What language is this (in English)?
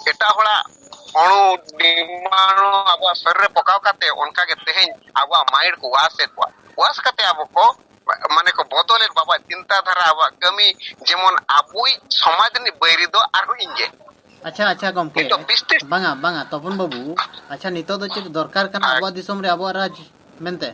Santali